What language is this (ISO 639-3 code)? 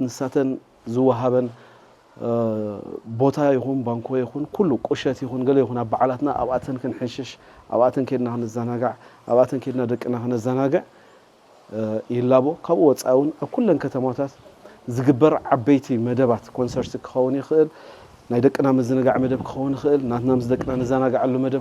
tir